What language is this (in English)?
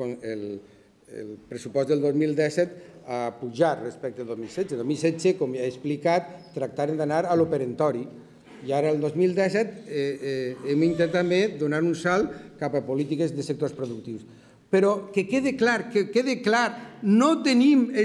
Catalan